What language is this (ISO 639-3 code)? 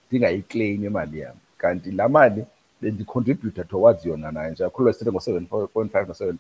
xho